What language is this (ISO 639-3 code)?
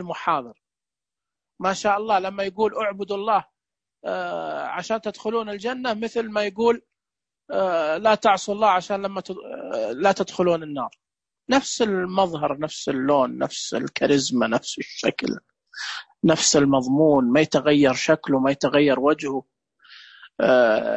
ars